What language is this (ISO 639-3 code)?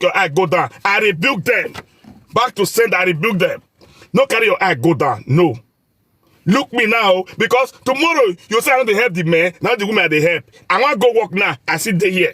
pcm